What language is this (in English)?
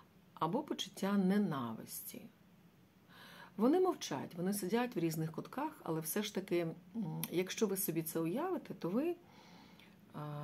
Ukrainian